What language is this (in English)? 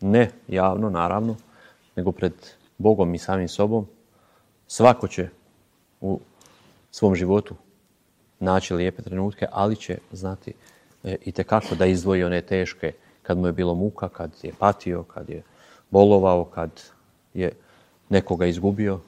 Serbian